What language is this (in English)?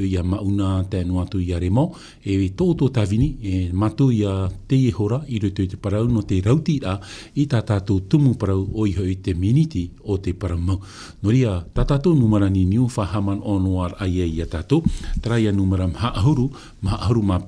Tahitian